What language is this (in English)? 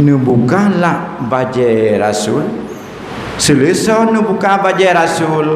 Achinese